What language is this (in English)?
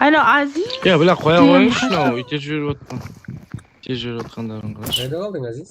Kara-Kalpak